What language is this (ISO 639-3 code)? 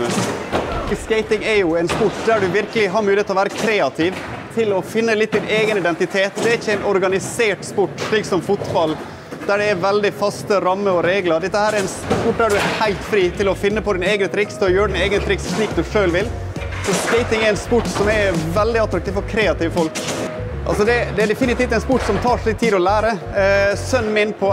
nor